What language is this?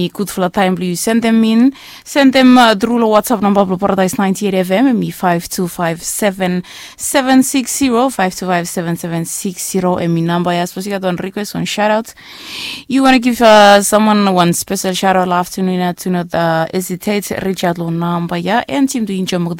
Bislama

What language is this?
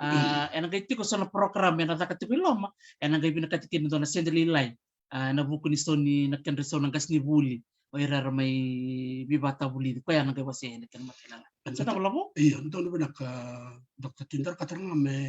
Fijian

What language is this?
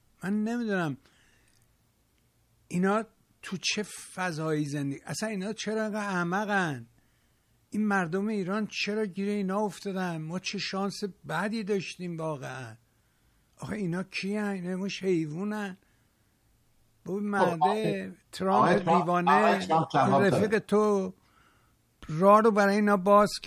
Persian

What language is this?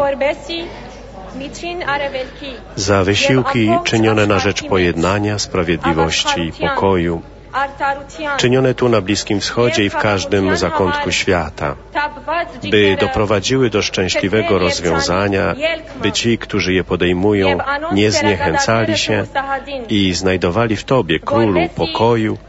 Polish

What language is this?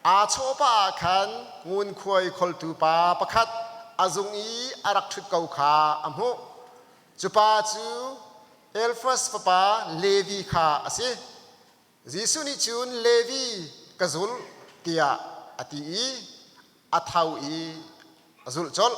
Hakha Chin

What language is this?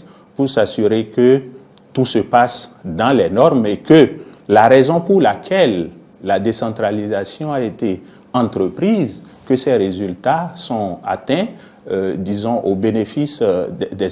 French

